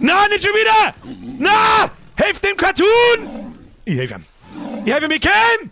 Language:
Bavarian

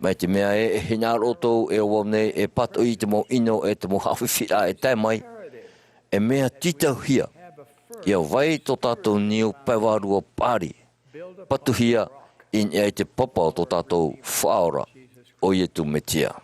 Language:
Tahitian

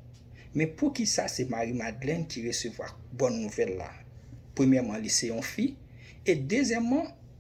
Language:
Haitian Creole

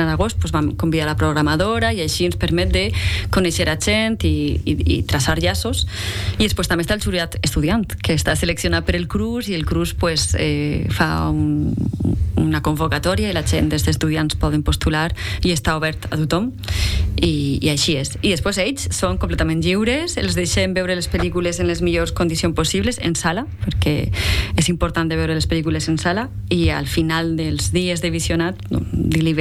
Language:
Catalan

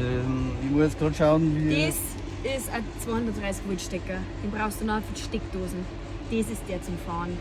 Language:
Bavarian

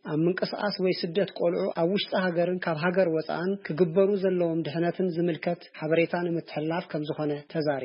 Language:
Tigrinya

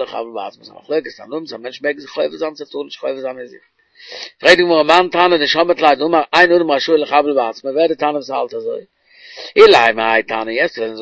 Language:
Yiddish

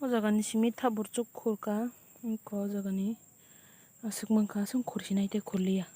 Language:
Kok Borok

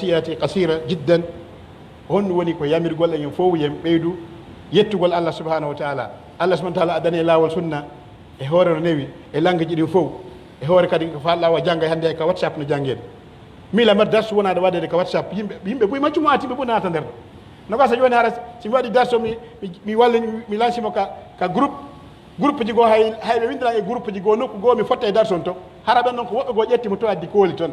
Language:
Pular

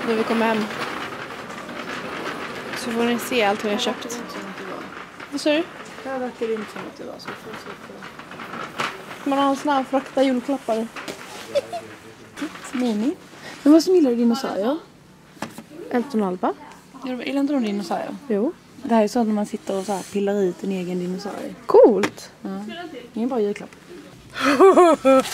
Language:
Swedish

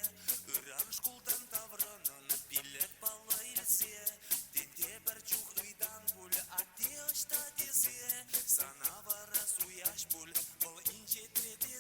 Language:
Chuvash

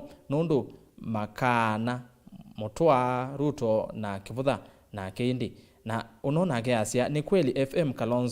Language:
Kamba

